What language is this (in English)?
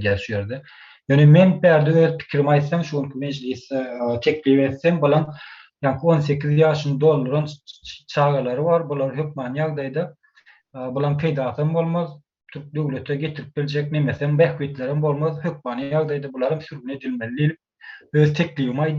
Turkmen